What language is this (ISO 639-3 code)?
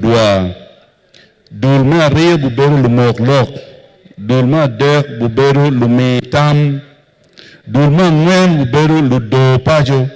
ach